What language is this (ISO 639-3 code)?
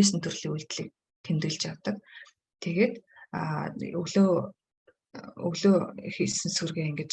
mon